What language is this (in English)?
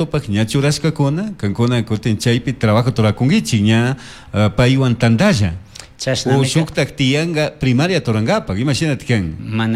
Chimborazo Highland Quichua